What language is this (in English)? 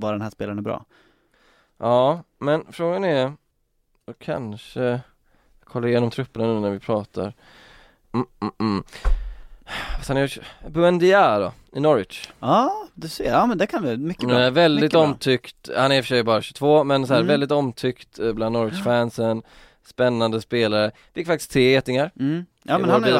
Swedish